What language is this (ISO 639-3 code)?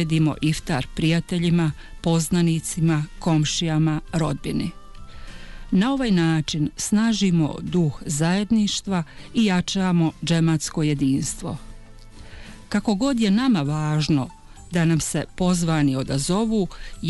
bos